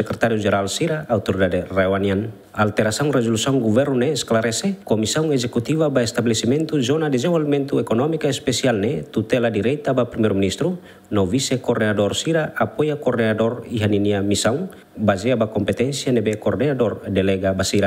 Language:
Tetum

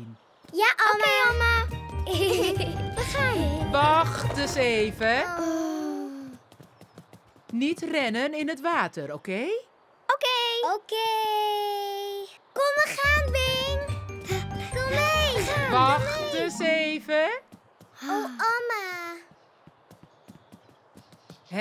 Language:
Dutch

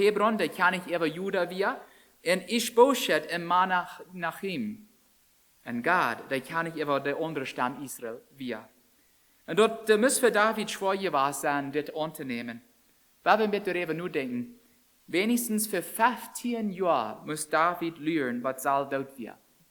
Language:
Plautdietsch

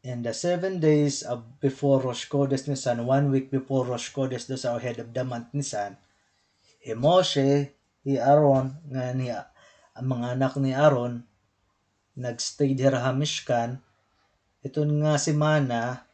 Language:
Waray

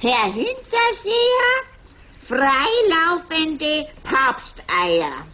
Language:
Bavarian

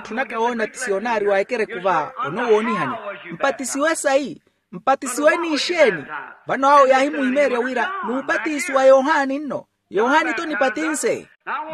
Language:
Makhuwa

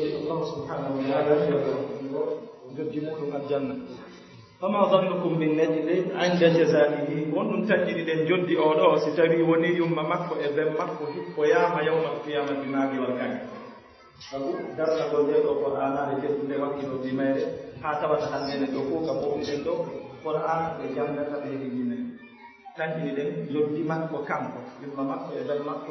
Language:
Pular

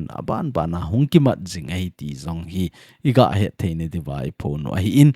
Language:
Thado Chin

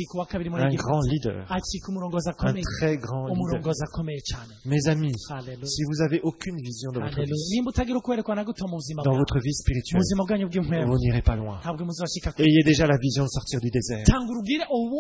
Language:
Kinyarwanda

